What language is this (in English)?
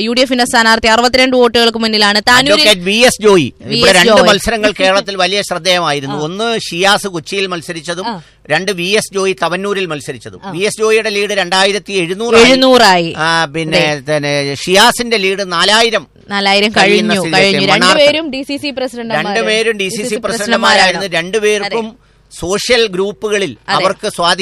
Malayalam